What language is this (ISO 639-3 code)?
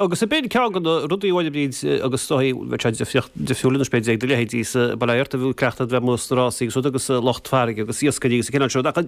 gle